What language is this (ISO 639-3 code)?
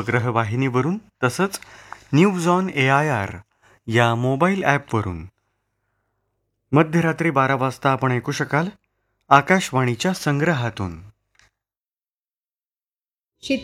mar